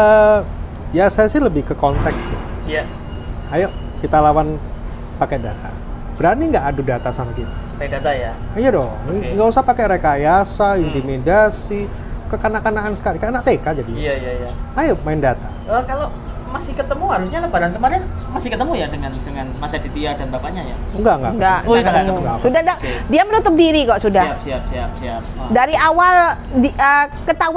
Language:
Indonesian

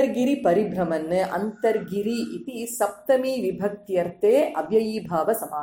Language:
Sanskrit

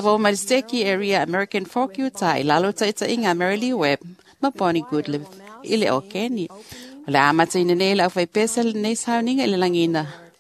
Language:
Samoan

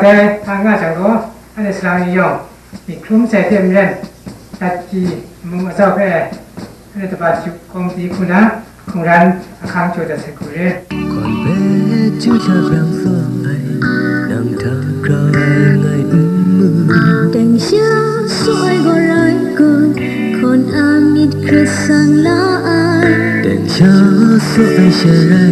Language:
Kachin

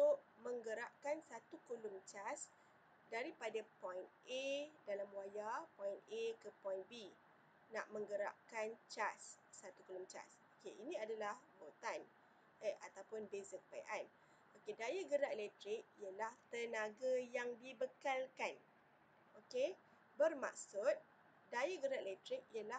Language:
Malay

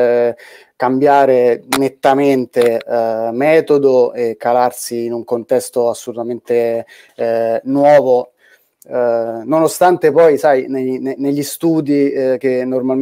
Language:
Italian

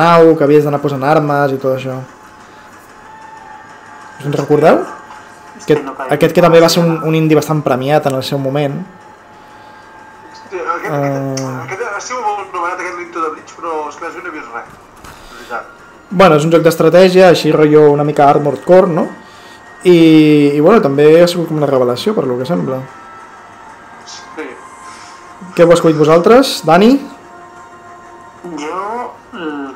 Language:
Catalan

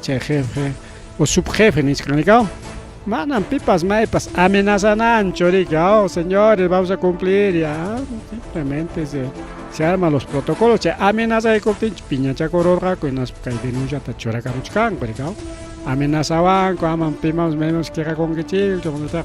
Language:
Ayacucho Quechua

